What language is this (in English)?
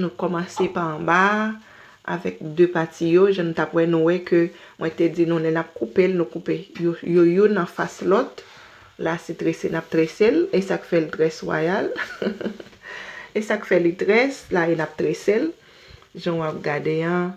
Haitian Creole